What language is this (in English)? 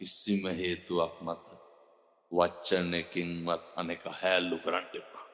Sinhala